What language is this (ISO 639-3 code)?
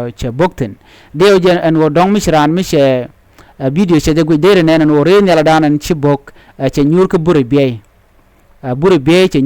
nus